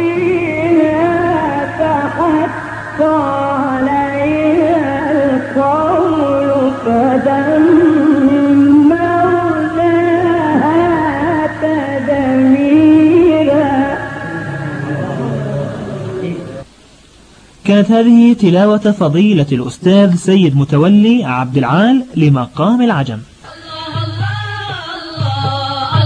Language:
Arabic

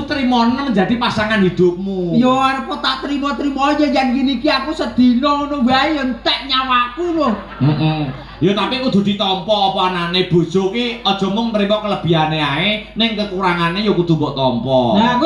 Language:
Javanese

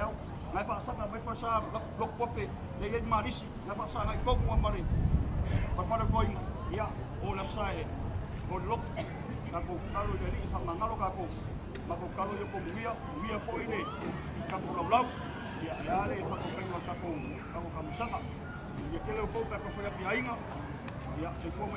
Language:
Samoan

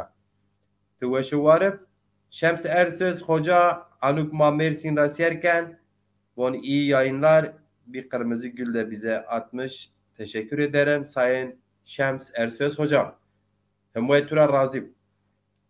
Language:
Zaza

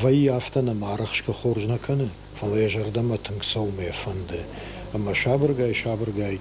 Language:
Ossetic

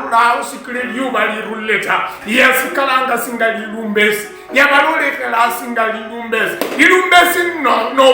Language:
Luyia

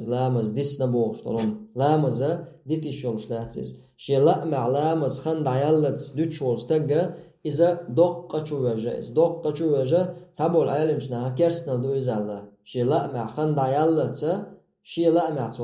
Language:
Chechen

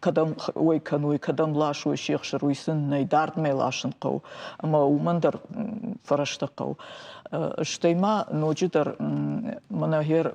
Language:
Ossetic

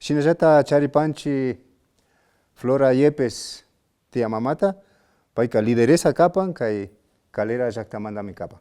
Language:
Imbabura Highland Quichua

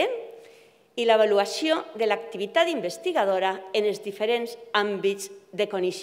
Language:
Catalan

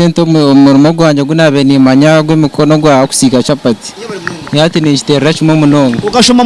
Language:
Nyankole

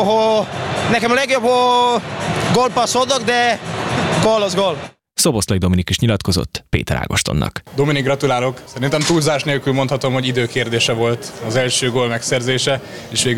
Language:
Hungarian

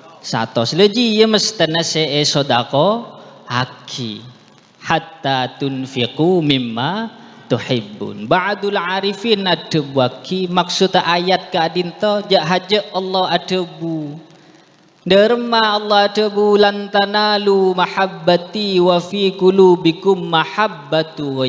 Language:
Madurese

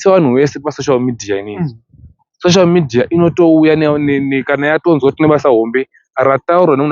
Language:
Shona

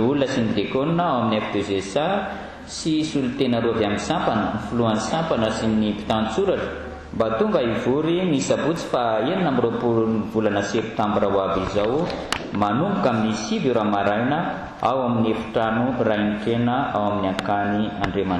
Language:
Malagasy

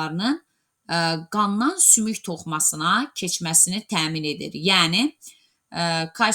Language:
Azerbaijani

